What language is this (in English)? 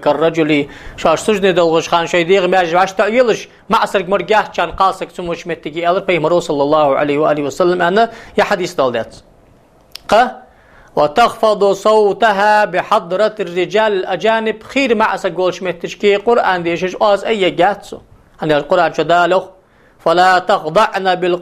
Ingush